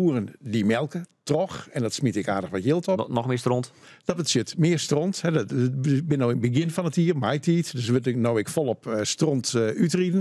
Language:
Western Frisian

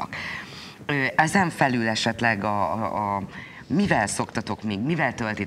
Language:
Hungarian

